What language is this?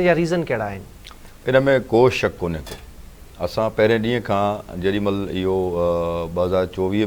Sindhi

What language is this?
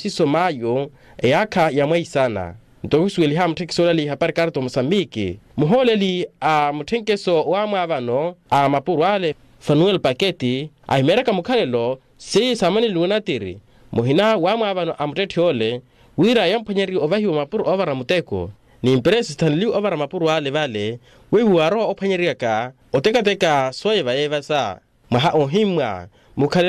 Makhuwa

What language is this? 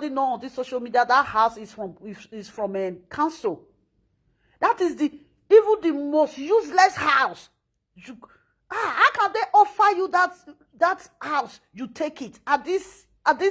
Nigerian Pidgin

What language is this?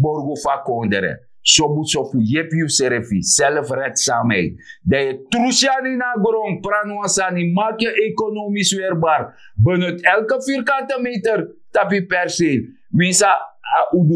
Sranan Tongo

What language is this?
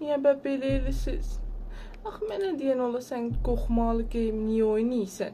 South Azerbaijani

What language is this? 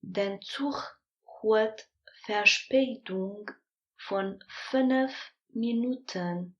Luxembourgish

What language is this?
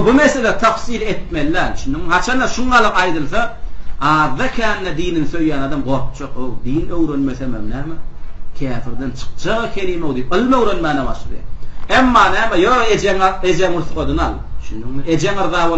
Turkmen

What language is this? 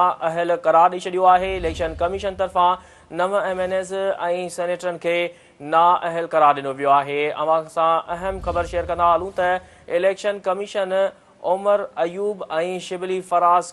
Sindhi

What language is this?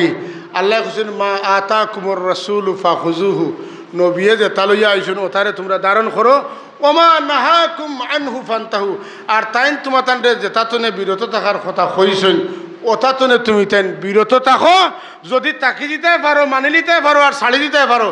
Sylheti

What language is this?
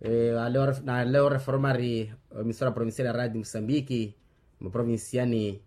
Makhuwa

